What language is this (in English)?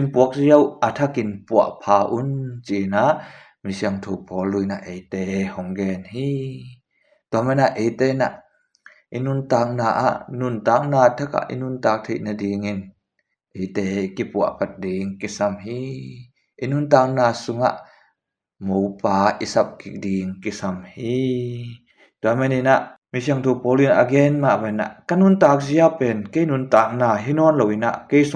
Tedim Chin